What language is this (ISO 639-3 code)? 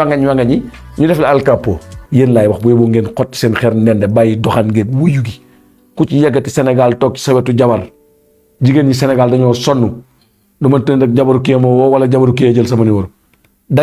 wol